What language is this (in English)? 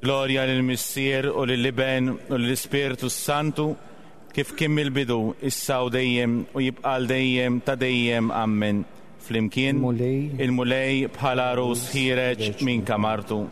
Maltese